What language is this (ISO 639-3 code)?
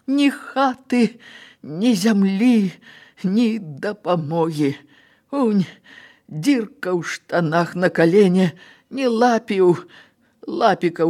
bel